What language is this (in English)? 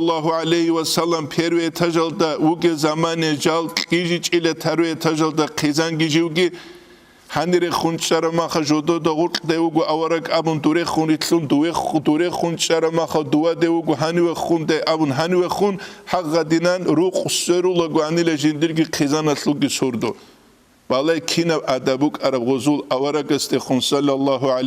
Avaric